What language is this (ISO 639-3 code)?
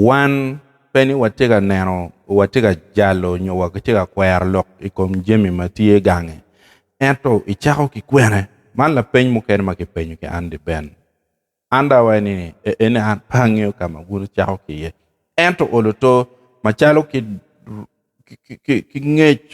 ach